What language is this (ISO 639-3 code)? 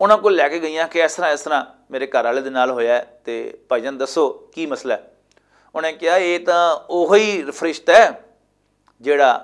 lah